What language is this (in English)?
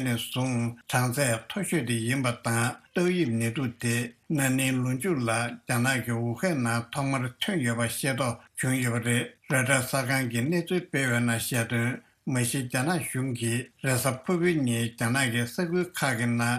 Tibetan